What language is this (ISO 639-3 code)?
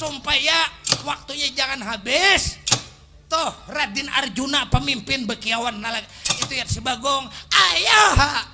bjn